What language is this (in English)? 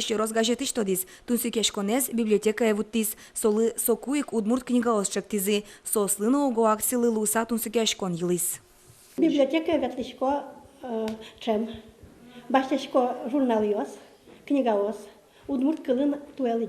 Udmurt